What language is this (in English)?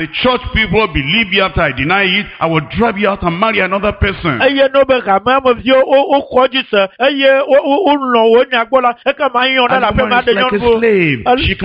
Ewe